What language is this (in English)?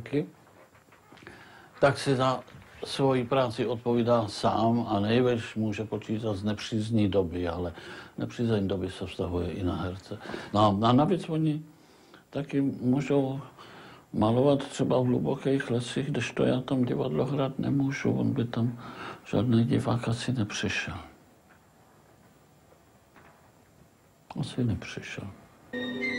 Czech